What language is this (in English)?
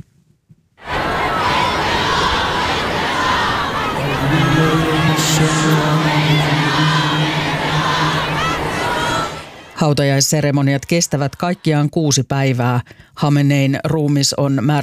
Finnish